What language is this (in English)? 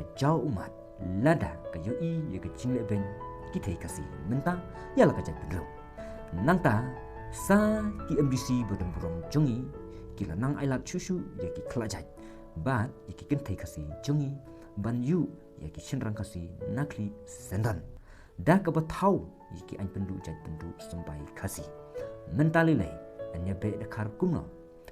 Khasi